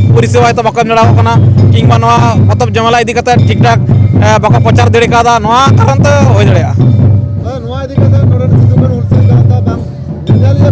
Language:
Santali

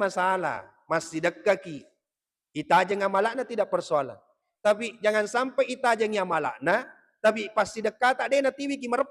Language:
Buginese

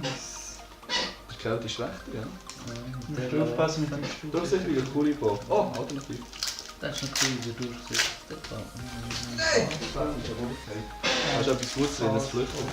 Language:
Swiss German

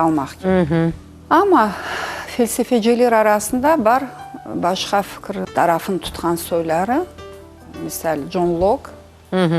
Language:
Crimean Tatar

